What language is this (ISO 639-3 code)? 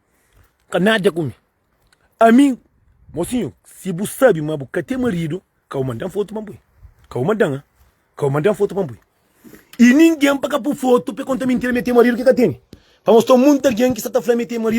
kea